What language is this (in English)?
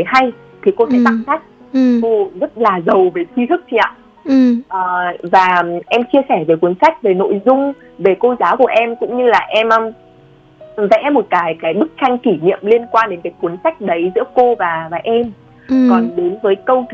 Vietnamese